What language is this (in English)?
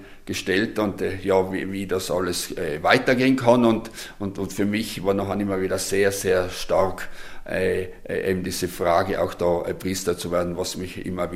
German